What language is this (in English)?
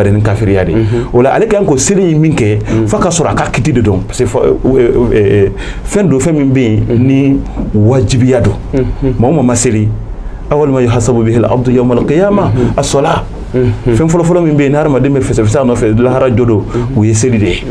Bambara